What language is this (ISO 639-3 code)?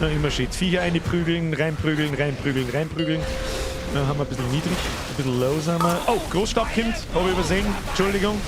bar